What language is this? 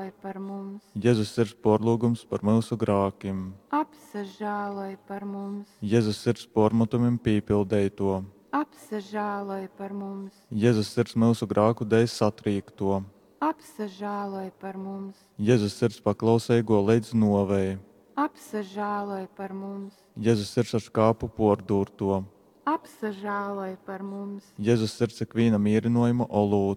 Latgalian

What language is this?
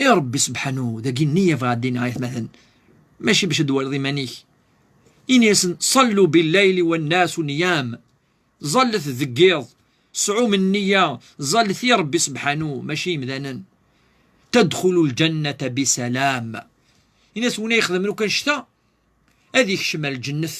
Kabyle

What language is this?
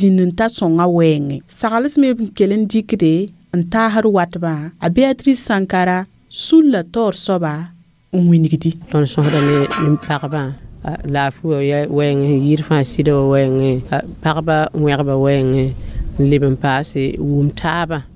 Mossi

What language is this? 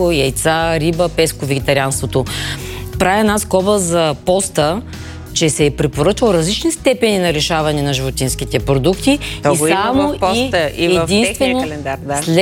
Bulgarian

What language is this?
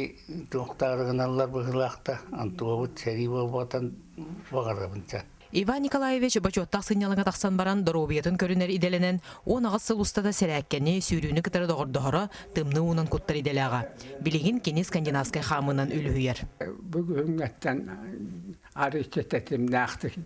Yakut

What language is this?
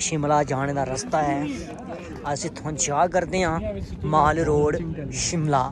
Dogri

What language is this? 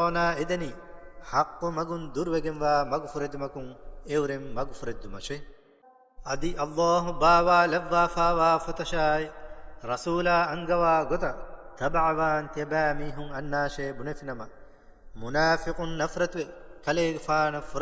Divehi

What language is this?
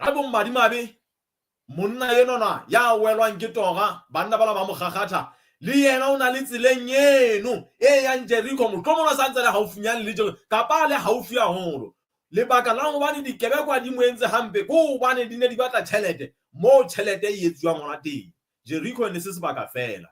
Southern Sotho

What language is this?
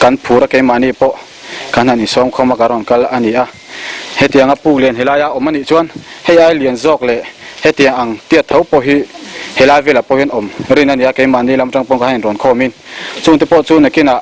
Mizo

